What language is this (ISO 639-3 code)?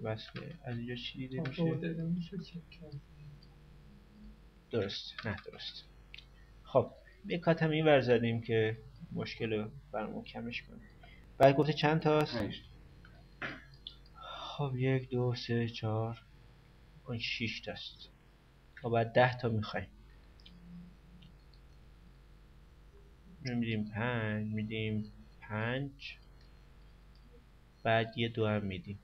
fas